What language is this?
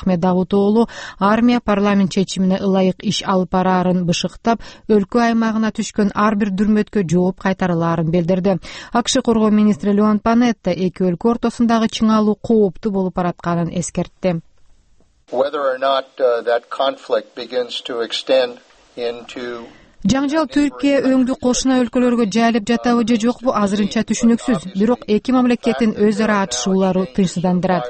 Kyrgyz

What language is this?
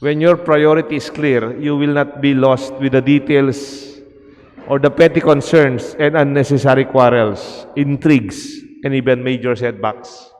Pampanga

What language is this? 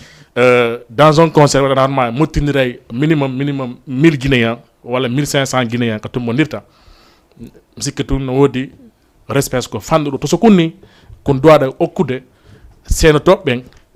Fula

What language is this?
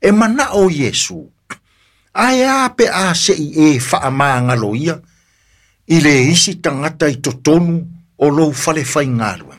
Samoan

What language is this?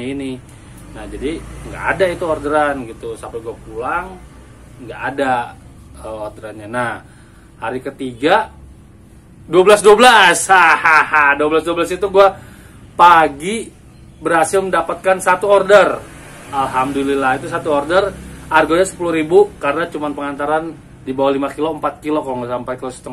Indonesian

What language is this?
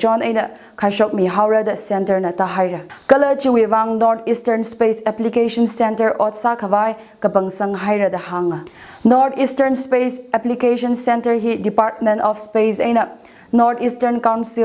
Tangkhul Naga (India)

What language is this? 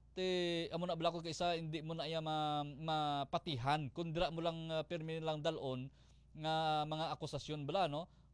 Hiligaynon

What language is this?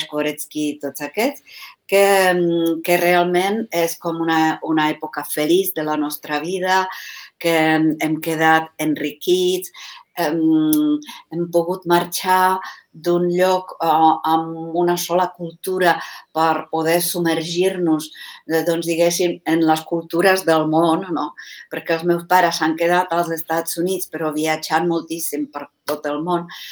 Catalan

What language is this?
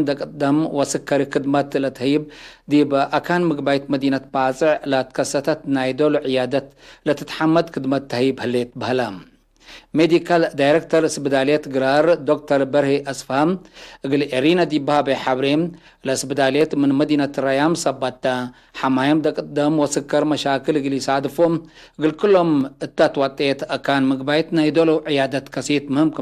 Tigre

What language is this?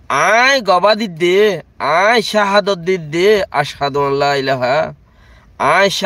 Rohingya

